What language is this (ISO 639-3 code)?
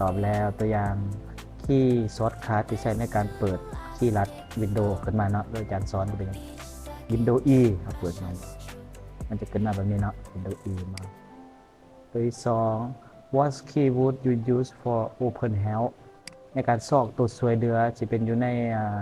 lao